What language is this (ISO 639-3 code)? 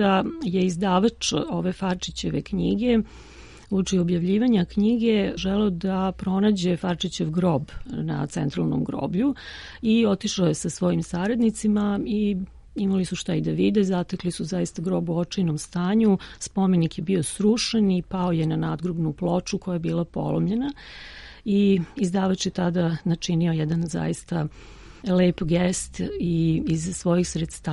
srp